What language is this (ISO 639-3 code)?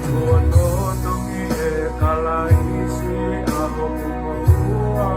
ton